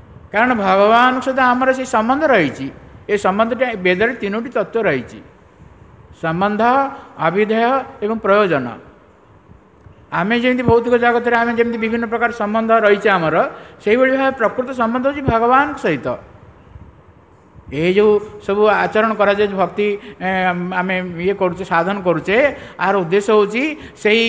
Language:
Odia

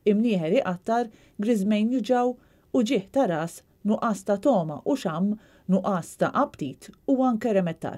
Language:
Maltese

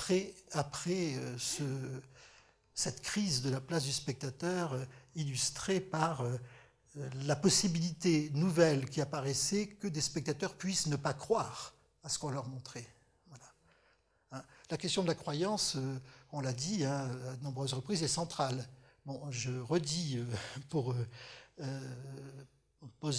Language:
French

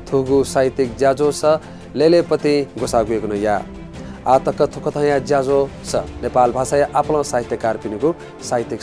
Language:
Newari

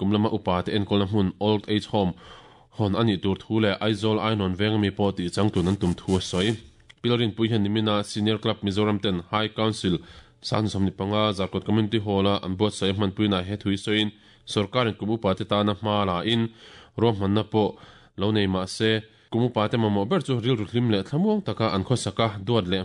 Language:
Mizo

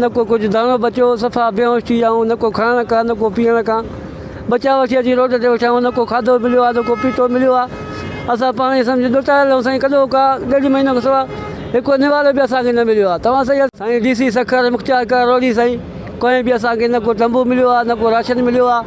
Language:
Sindhi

